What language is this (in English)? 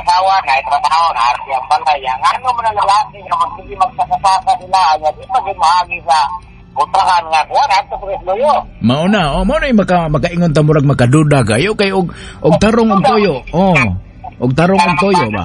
Cebuano